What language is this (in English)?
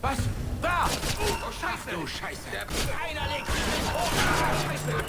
Bavarian